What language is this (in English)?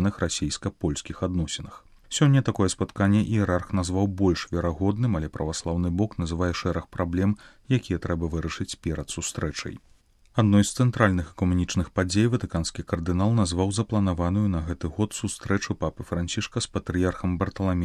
Belarusian